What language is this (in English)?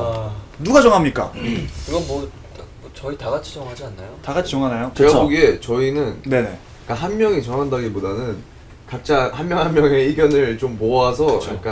Korean